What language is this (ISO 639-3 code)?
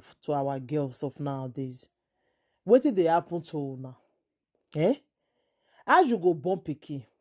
pcm